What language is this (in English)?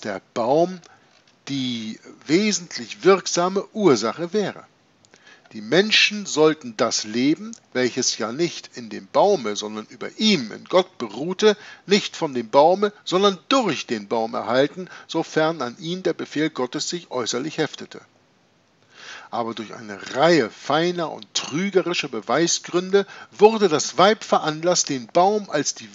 German